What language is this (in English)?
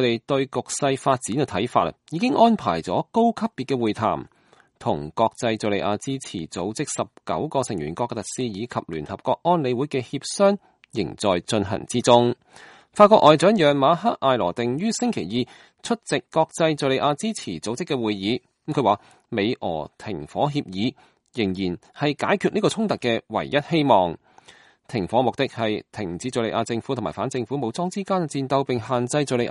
Cantonese